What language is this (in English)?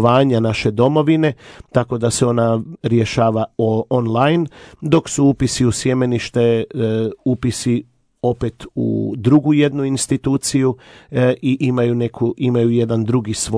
Croatian